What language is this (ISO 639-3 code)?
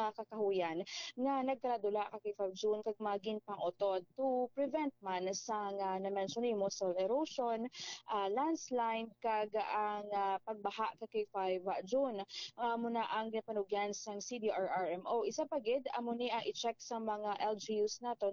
hil